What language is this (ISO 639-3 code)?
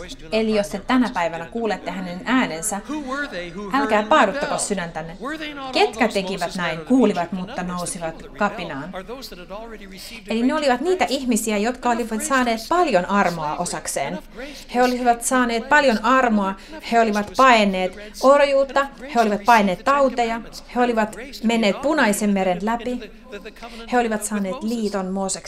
fin